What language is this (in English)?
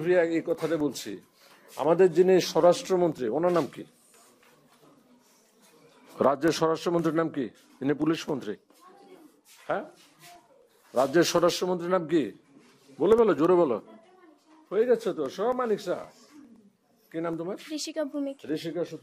Bangla